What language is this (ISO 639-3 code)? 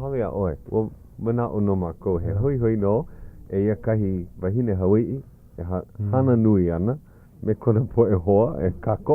haw